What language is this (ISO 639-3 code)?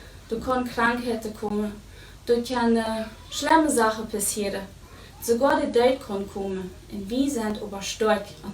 pdt